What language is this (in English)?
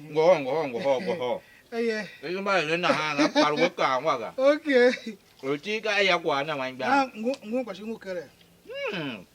Tiv